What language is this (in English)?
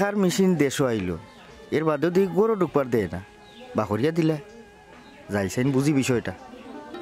Sylheti